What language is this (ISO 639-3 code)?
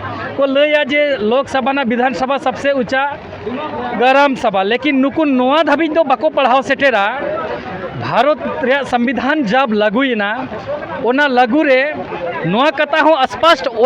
sat